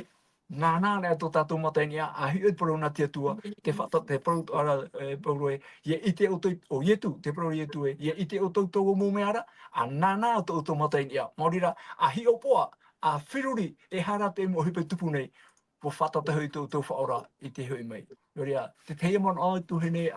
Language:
Tahitian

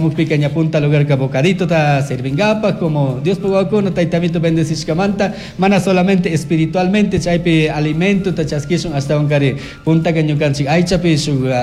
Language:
Chimborazo Highland Quichua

